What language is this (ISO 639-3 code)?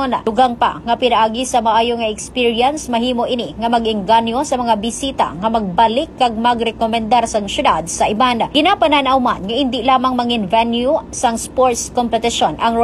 hil